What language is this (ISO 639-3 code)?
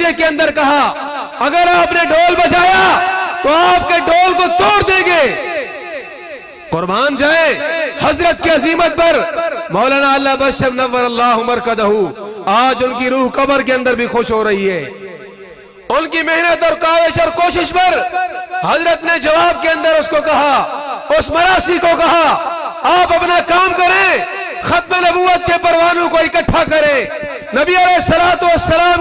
urd